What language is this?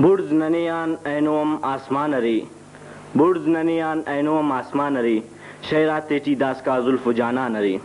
Brahui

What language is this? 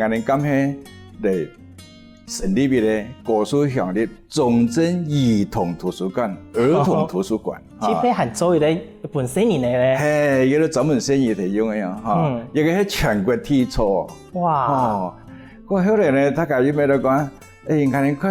Hakka Chinese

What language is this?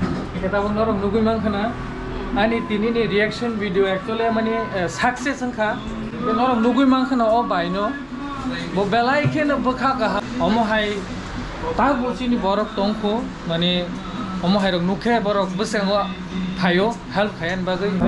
Kok Borok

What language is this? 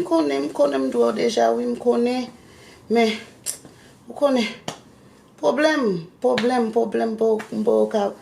Haitian Creole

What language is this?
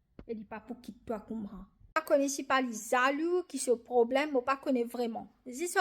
Morisyen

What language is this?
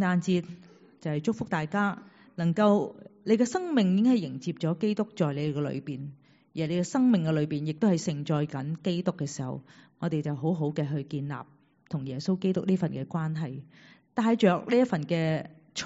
Cantonese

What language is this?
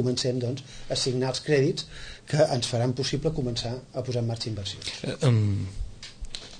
Catalan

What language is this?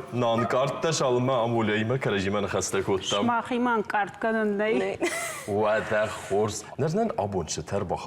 Ossetic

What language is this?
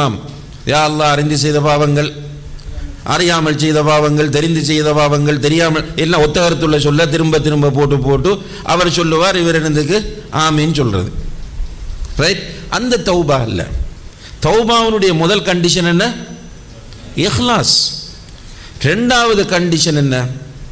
Tamil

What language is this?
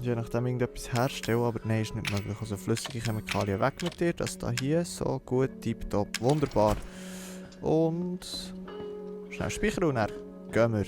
Swiss German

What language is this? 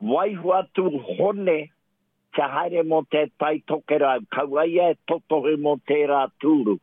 Māori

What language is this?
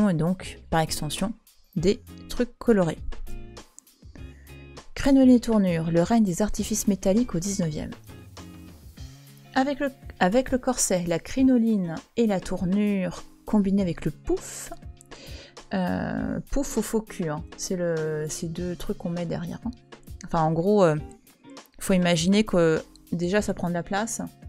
French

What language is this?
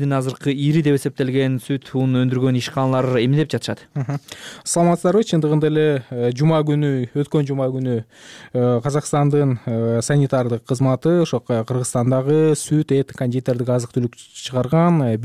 Kyrgyz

